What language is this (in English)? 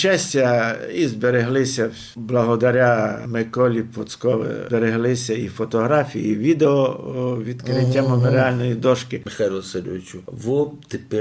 Rusyn